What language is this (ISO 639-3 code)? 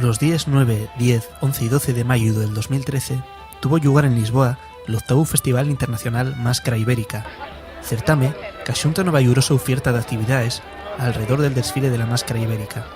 ast